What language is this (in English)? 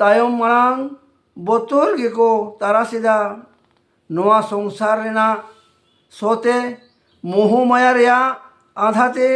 Santali